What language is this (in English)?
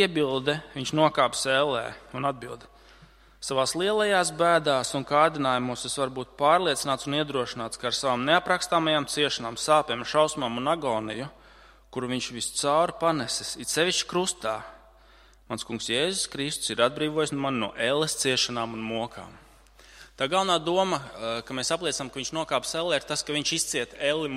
Latvian